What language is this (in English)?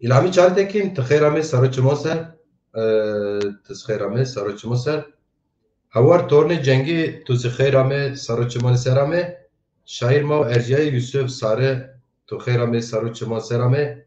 Zaza